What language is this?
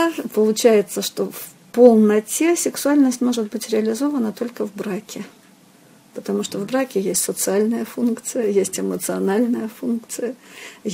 Russian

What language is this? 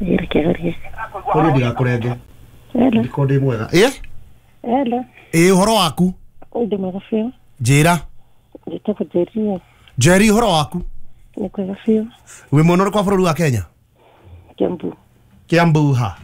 Kikuyu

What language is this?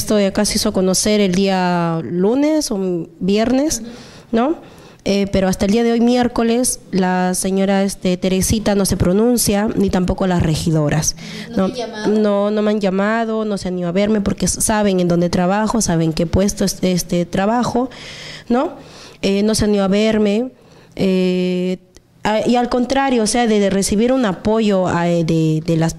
Spanish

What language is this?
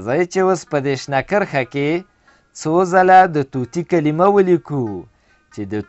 Pashto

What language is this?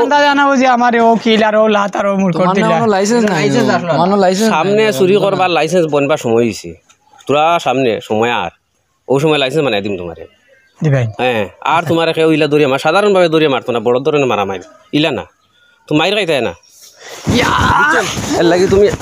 Sylheti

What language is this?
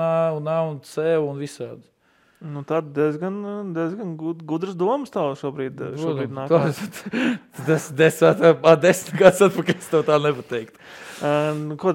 Latvian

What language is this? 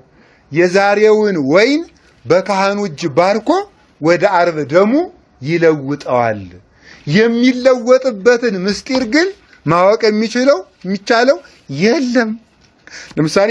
Amharic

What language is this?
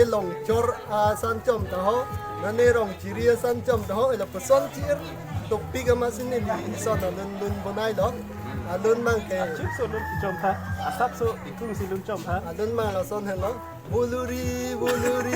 Karbi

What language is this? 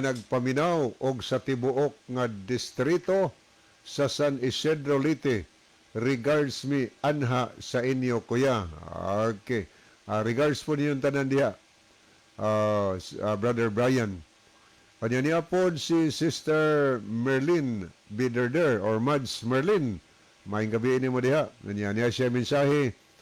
Cebuano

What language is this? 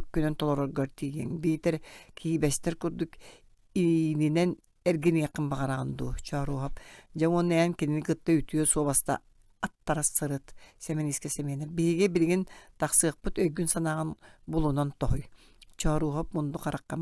Yakut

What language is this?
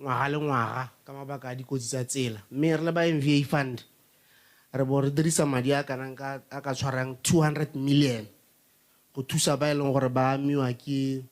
Tswana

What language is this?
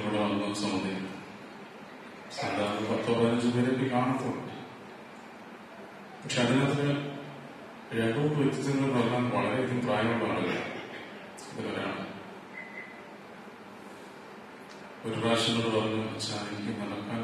Malayalam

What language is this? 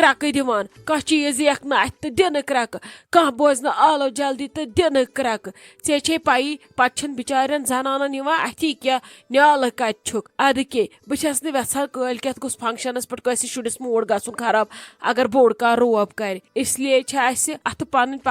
Kashmiri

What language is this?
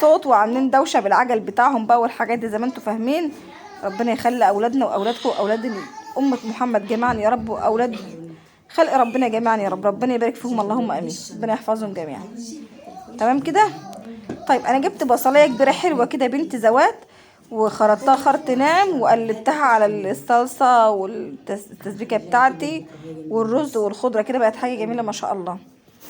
Egyptian Arabic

